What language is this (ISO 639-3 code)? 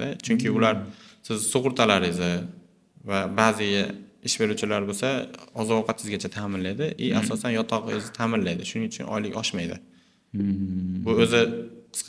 uzb